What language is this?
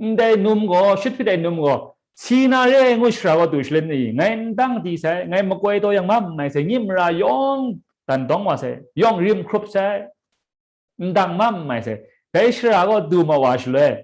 Kachin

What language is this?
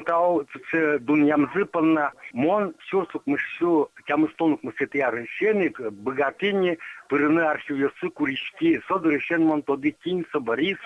Udmurt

